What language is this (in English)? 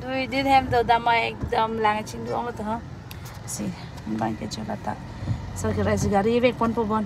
Karbi